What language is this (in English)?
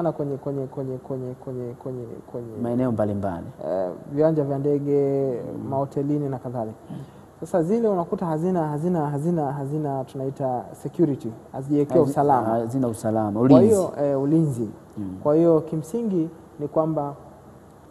Swahili